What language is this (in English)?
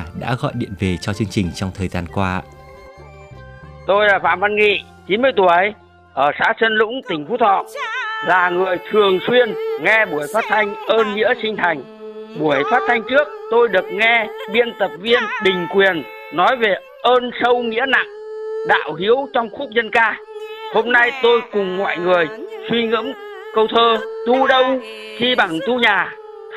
Vietnamese